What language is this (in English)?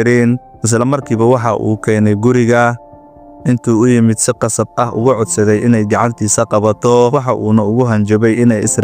Somali